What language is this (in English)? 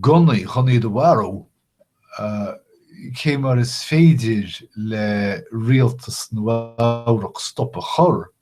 Irish